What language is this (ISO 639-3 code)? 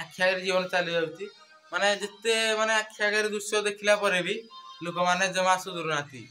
ori